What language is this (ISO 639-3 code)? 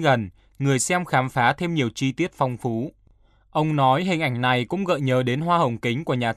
vie